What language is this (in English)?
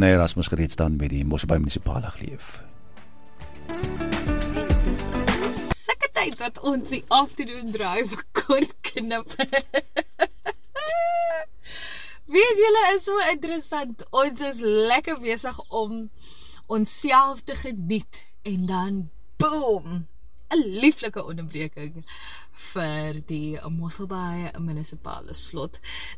Afrikaans